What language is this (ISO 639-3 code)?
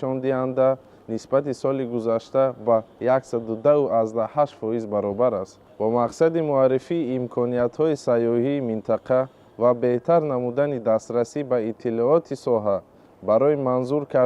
tgk